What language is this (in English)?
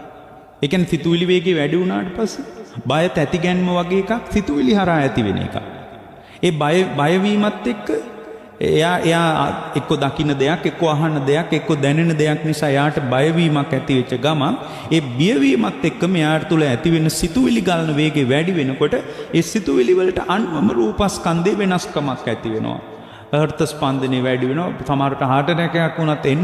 Sinhala